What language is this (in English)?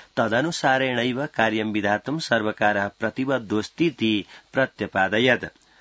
Sanskrit